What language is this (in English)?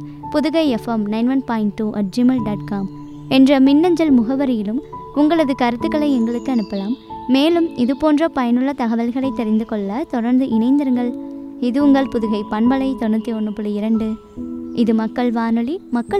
Tamil